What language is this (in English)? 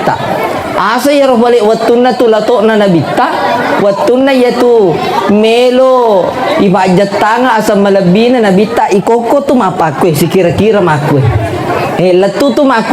Buginese